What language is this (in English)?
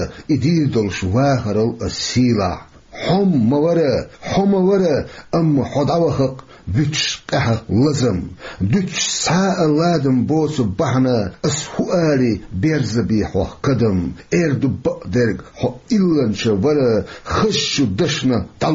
Chechen